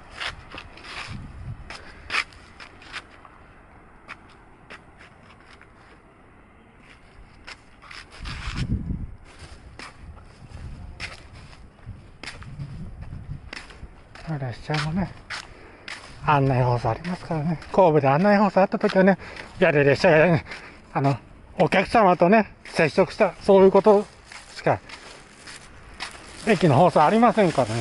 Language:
Japanese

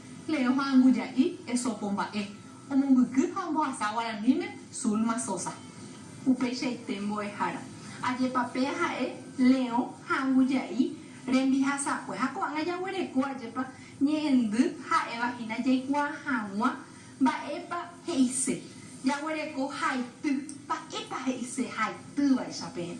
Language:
Guarani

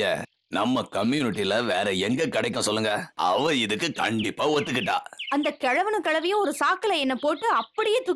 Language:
Tamil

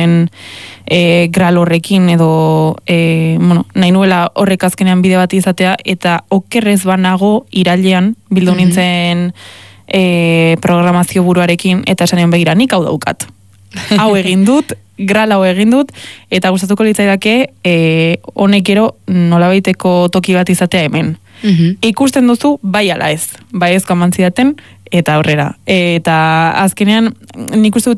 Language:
Basque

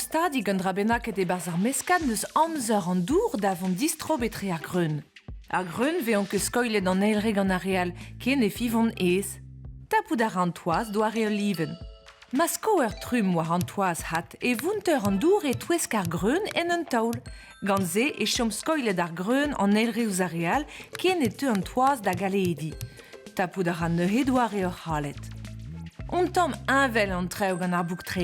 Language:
Breton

